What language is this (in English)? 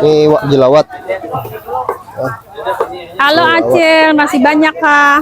Banjar